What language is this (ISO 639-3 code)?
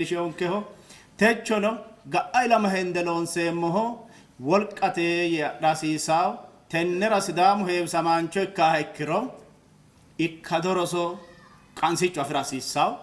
sid